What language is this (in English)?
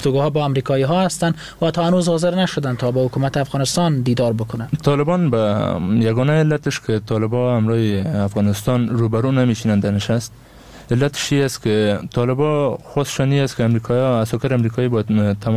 Persian